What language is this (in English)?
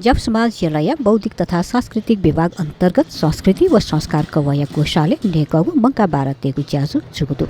Newari